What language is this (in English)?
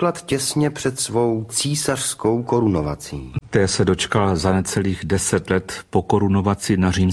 Czech